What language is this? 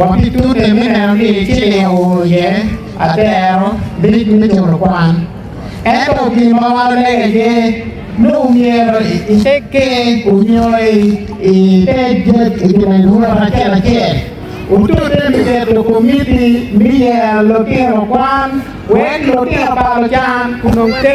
Acoli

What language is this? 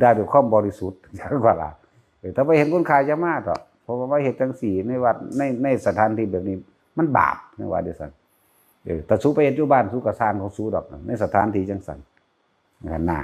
Northeastern Thai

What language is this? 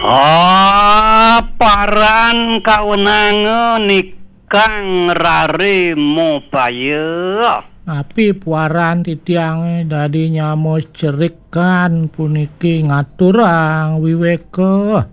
Balinese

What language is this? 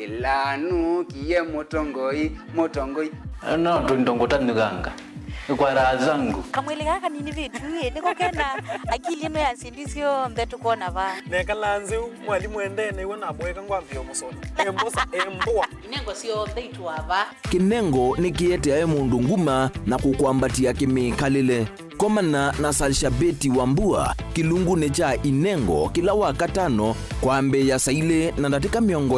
Kamba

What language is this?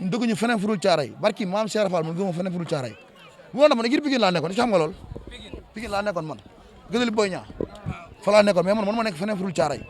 Wolof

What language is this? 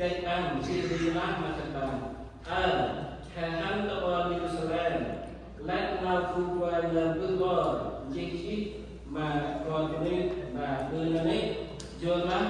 Central Mnong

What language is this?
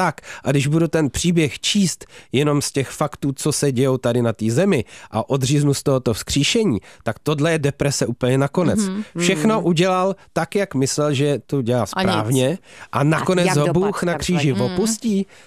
Czech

